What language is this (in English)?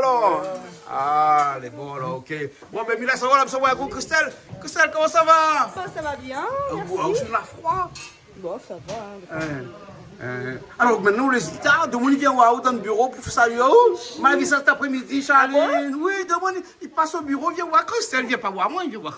Réunion Creole French